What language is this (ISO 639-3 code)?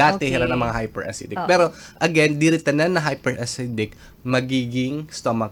war